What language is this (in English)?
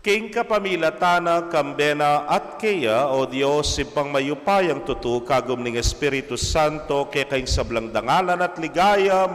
Pampanga